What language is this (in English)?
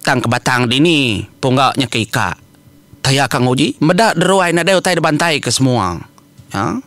Iban